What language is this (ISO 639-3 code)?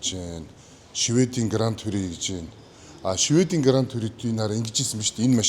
mon